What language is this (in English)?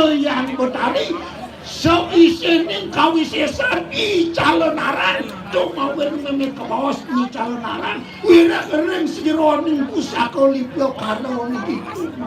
Balinese